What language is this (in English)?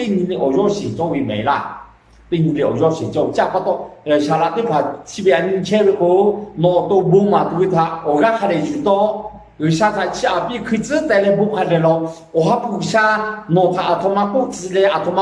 Lahu